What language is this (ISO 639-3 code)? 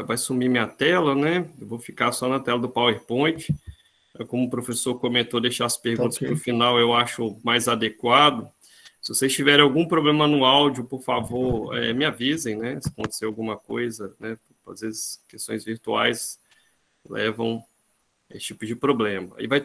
por